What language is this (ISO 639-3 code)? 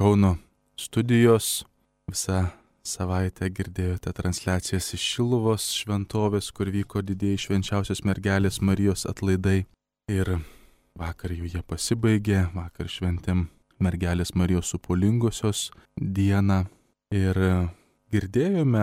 lit